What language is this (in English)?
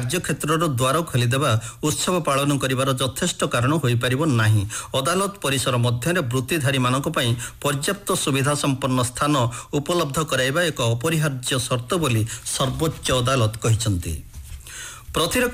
Odia